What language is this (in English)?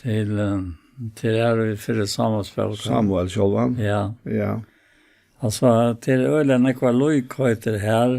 Faroese